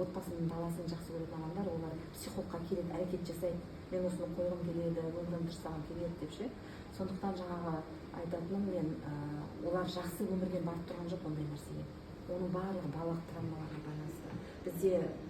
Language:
Kazakh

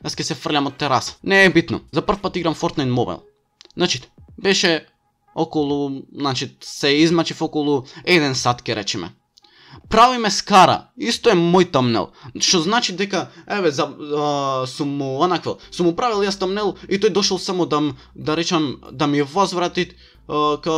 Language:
Macedonian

